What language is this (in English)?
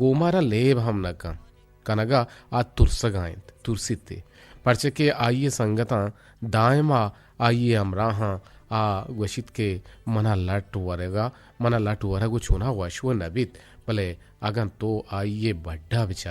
Eastern Balochi